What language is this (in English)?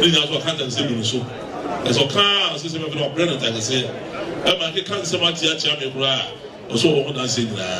Akan